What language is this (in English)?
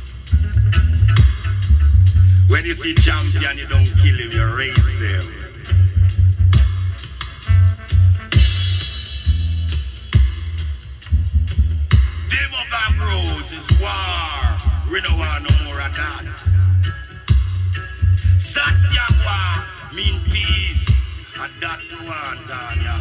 English